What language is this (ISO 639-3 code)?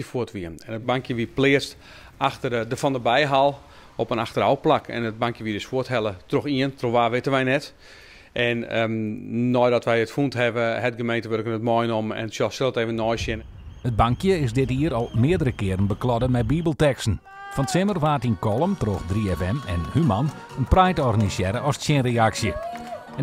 fry